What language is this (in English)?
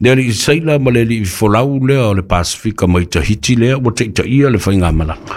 Samoan